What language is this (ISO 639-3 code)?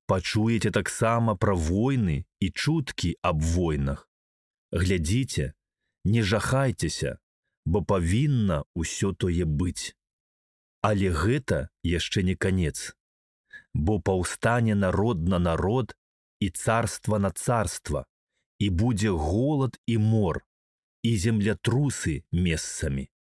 bel